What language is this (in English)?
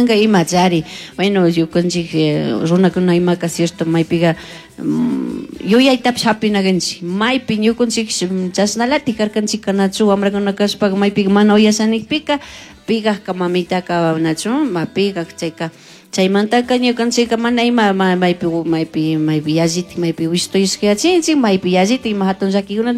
Chimborazo Highland Quichua